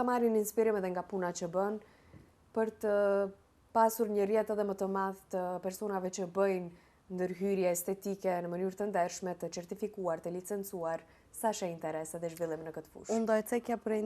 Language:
Albanian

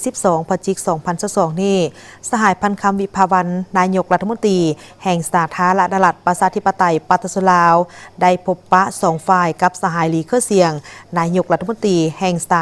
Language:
Lao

